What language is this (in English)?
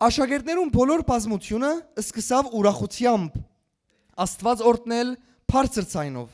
Western Armenian